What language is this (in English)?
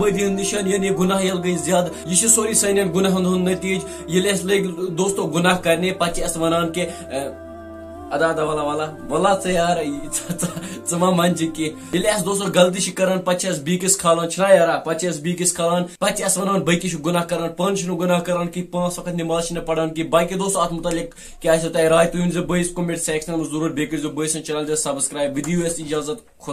Kashmiri